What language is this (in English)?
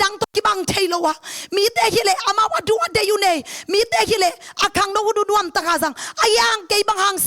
Tedim Chin